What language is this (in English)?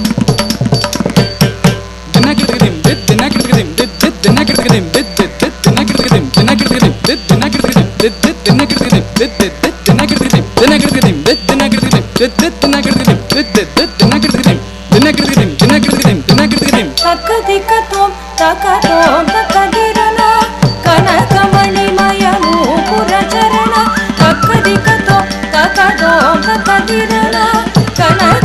Telugu